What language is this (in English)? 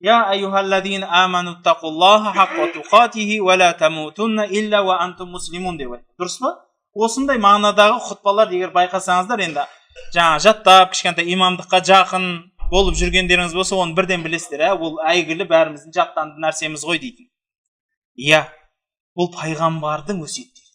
Kazakh